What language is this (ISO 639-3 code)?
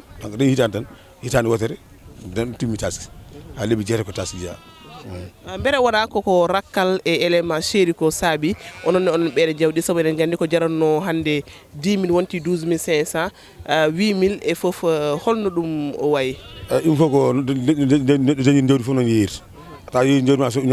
ful